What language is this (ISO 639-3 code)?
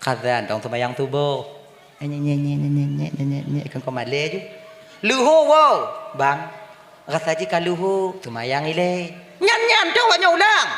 ace